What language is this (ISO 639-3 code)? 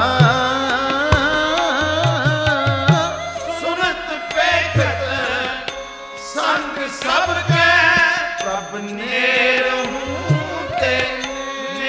pan